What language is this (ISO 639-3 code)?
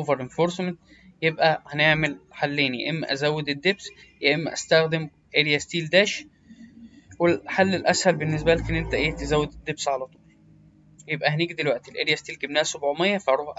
arz